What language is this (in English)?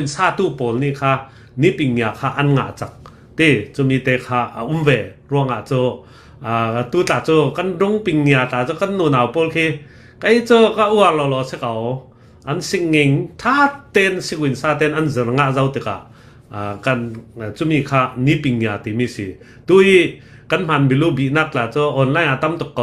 Hakha Chin